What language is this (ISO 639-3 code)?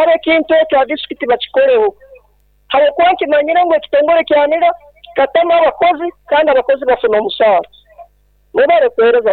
nyo